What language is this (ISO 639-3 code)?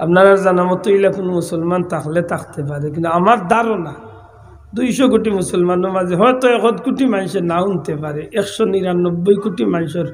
syl